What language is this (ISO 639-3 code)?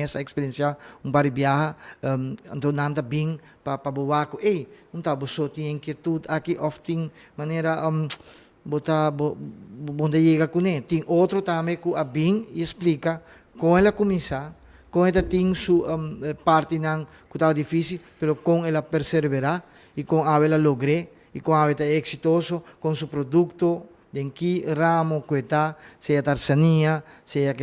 pap